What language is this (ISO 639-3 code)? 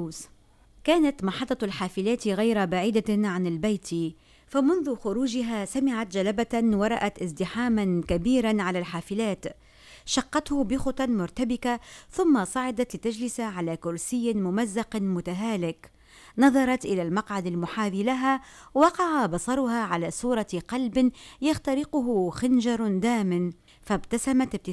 aeb